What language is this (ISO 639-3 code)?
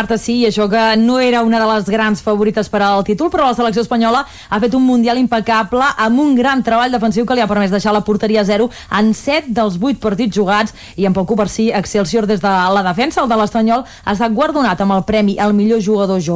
cat